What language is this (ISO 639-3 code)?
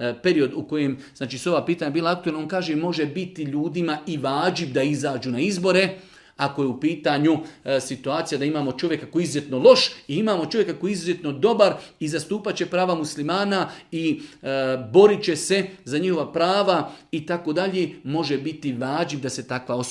bos